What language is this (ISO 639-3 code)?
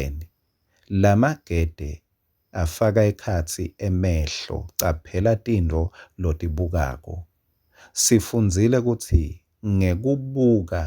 ssw